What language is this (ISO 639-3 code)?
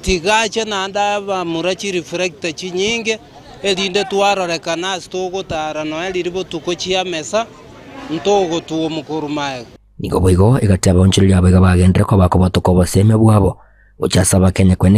guz